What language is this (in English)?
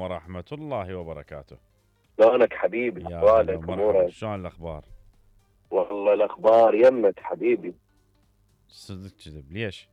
Mesopotamian Arabic